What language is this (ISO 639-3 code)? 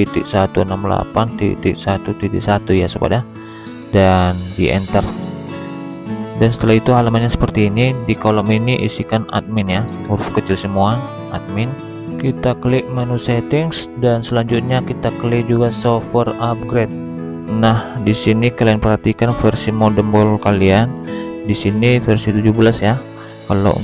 ind